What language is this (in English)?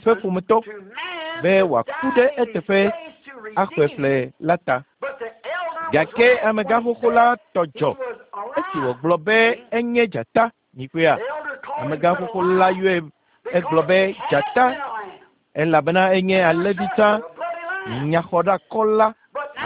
Ewe